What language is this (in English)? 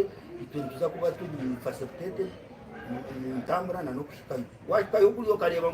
Nyankole